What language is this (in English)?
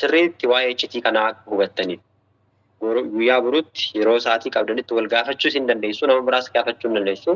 Oromo